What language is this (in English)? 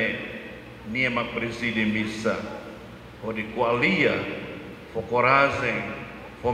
Tetum